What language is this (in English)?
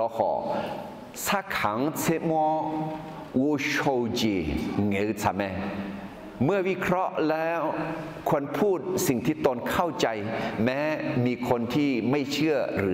Akha